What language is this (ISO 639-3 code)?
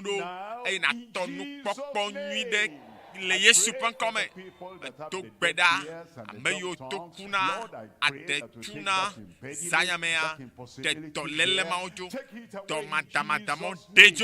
ewe